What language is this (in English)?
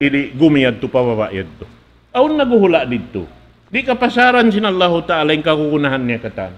Tausug